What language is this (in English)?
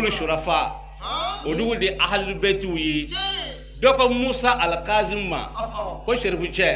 Bambara